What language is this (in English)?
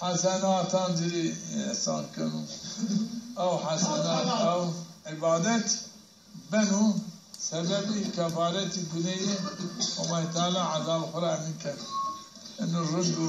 Zaza